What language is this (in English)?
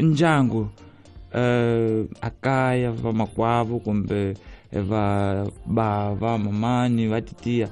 Tsonga